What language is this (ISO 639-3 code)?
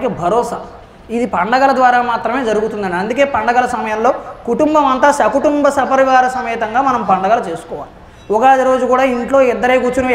tel